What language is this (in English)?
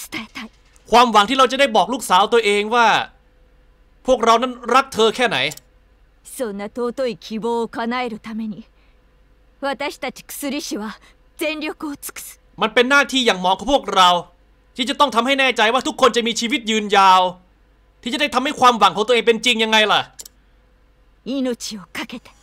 Thai